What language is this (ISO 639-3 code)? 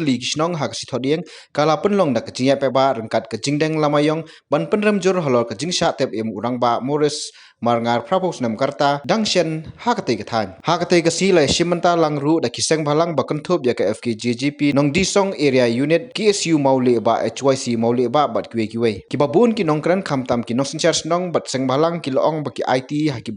kha